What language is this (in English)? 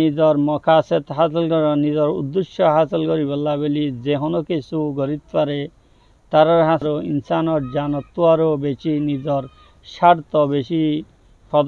Rohingya